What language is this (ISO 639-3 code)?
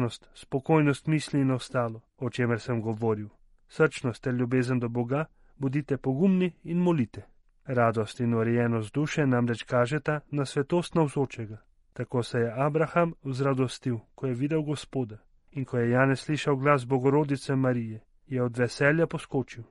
slv